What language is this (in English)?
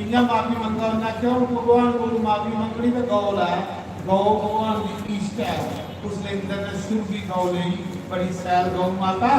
Dogri